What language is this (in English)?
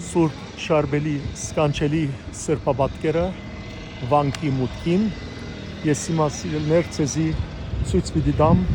Western Armenian